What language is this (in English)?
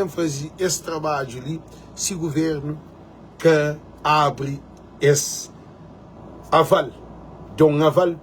Kabuverdianu